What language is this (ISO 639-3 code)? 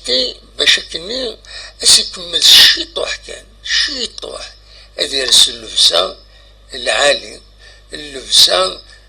kab